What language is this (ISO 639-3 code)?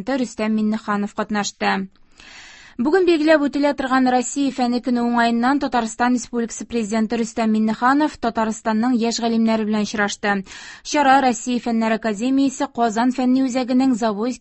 tat